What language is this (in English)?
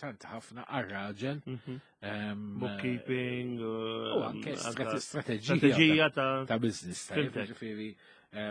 Maltese